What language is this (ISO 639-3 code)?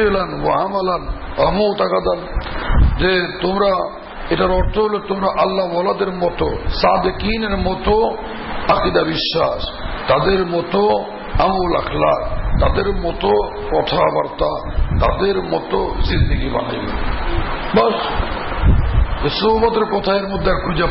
ben